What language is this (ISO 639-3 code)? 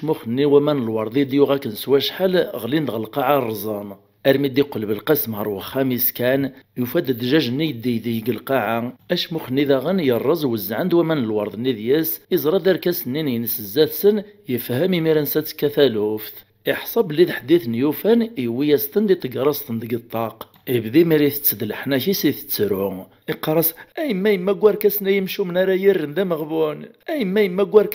kab